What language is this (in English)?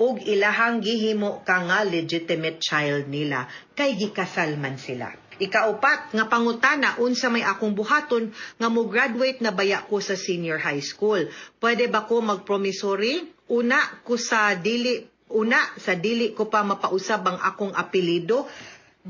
Cebuano